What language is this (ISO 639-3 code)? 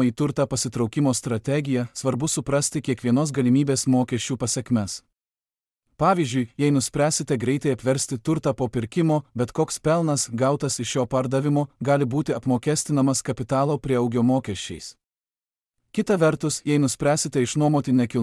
lit